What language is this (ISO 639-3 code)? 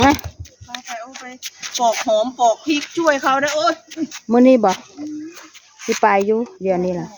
tts